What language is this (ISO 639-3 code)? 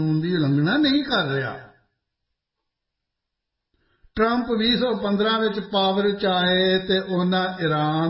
pan